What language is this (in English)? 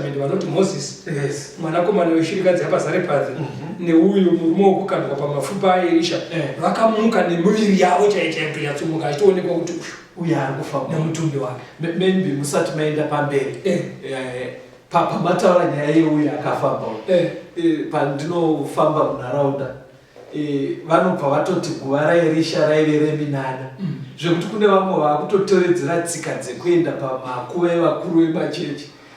Shona